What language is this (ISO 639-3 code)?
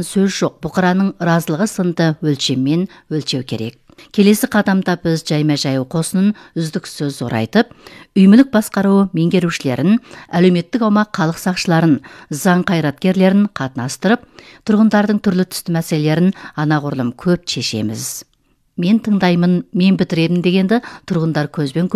kaz